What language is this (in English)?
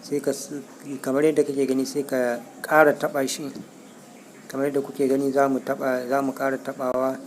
Hausa